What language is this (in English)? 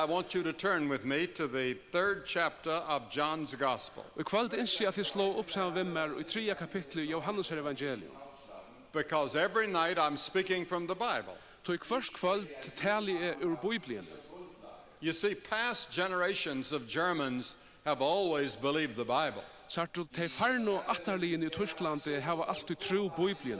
Faroese